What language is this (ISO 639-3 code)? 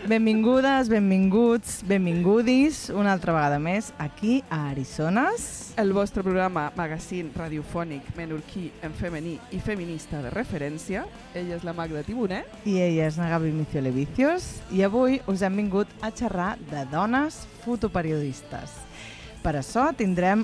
cat